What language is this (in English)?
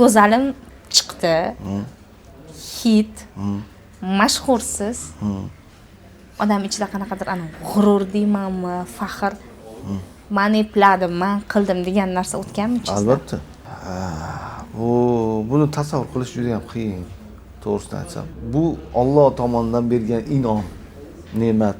Uzbek